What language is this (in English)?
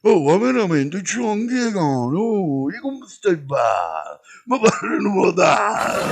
Neapolitan